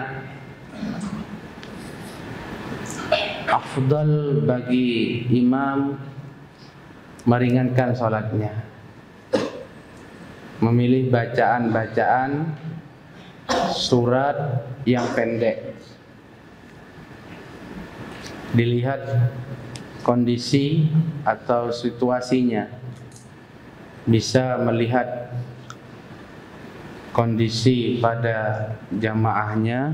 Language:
Indonesian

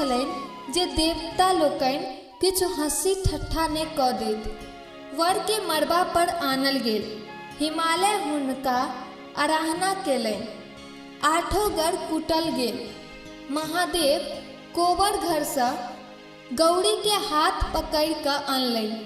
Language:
Maithili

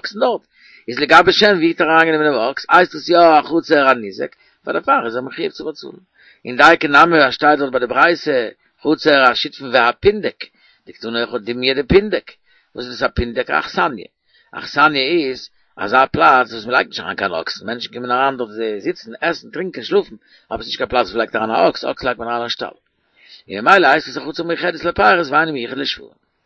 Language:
Yiddish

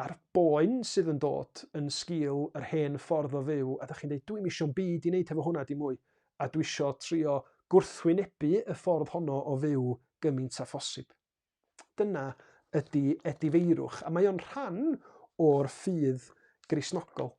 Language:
Welsh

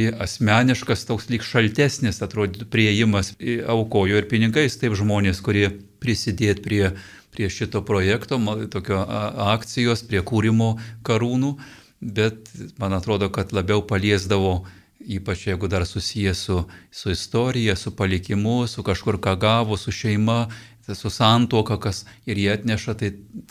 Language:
Lithuanian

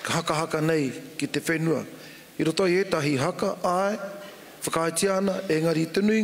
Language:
Māori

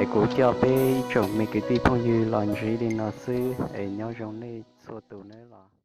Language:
Hmong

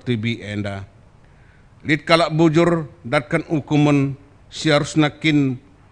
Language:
Batak Karo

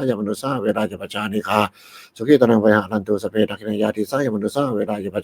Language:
Pali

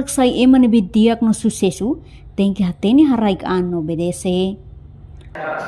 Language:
Tetum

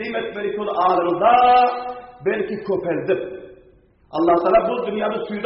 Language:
Turkmen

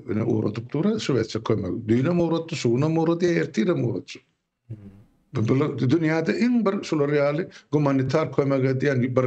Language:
Turkmen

